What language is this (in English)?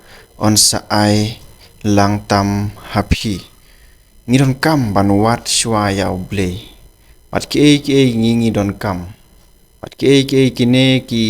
Khasi